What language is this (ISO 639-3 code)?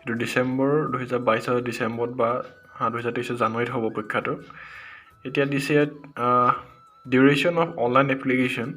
asm